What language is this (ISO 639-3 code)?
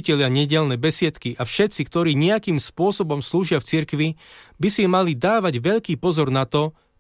slk